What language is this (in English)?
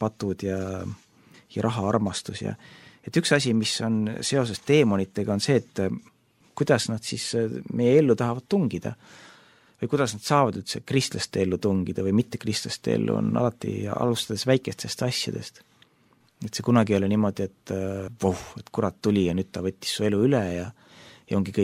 Estonian